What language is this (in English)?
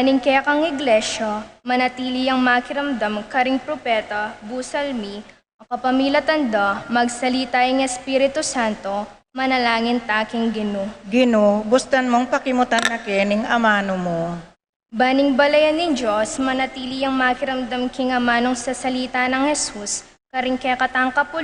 Pampanga